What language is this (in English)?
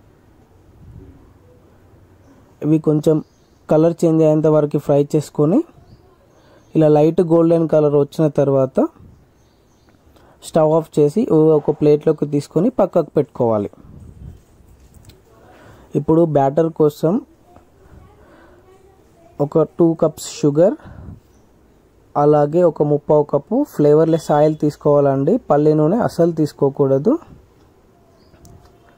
Telugu